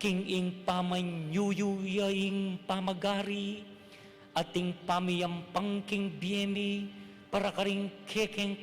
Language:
Pampanga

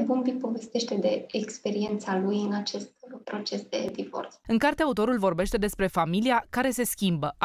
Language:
Romanian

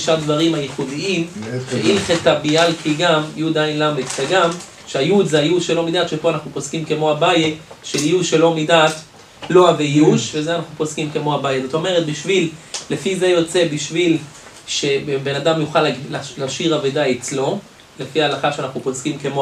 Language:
Hebrew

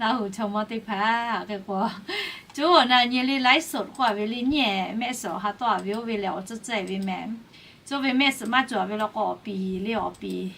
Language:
Lahu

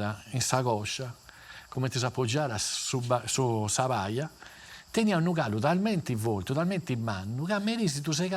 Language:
Sardinian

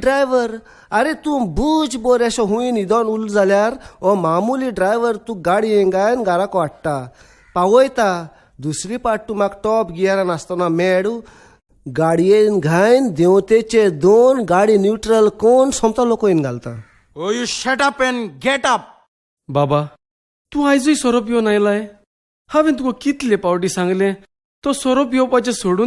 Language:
Konkani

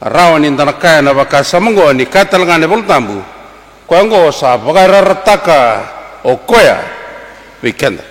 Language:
Fijian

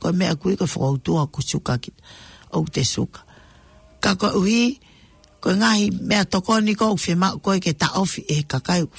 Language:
Tongan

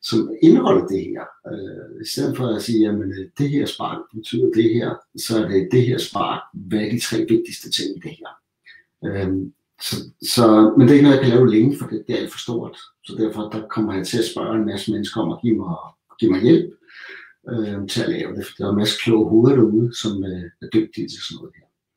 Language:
Danish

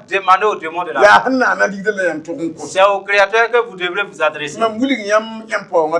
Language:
Mossi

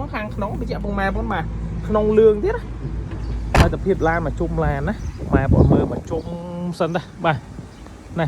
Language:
Khmer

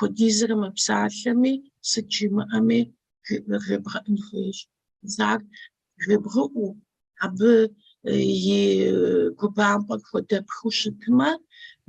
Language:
Kabardian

